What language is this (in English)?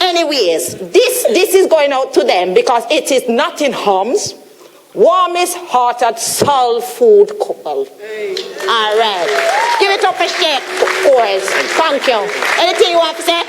Jamaican Creole English